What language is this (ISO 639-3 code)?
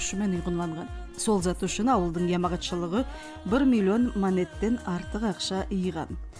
nog